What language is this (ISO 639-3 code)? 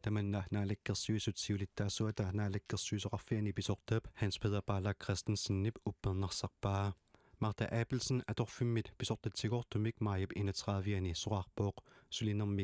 kal